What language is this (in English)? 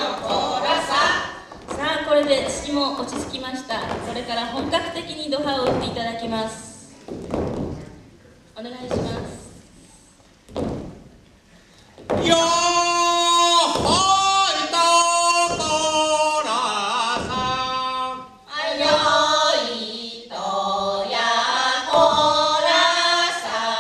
Japanese